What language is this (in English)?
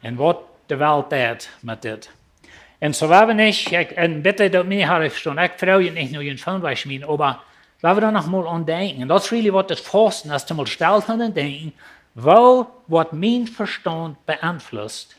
Plautdietsch